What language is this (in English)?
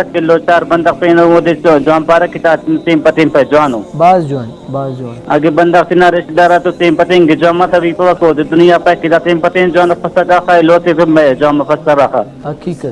Brahui